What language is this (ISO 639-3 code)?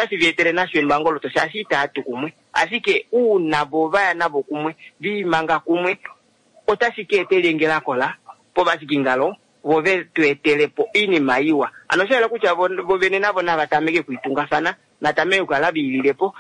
kua